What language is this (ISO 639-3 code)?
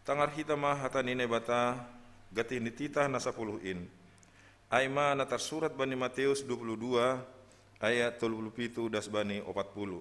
bts